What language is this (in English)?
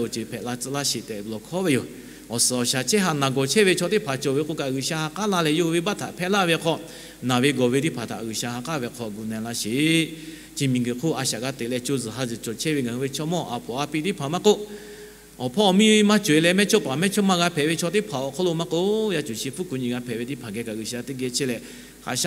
Lahu